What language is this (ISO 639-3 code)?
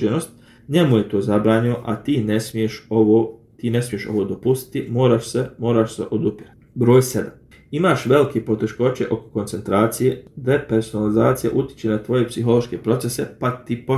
bos